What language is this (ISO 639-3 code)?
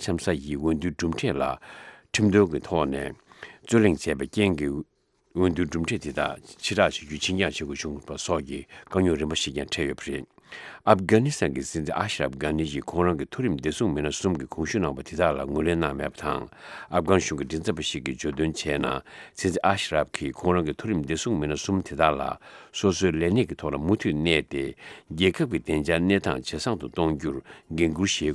bod